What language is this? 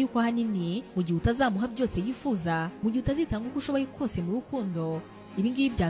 Kinyarwanda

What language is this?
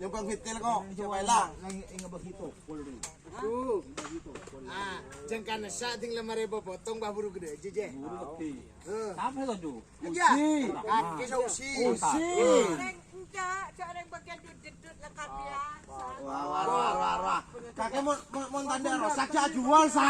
Madurese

